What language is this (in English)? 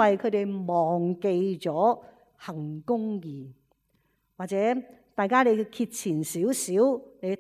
Cantonese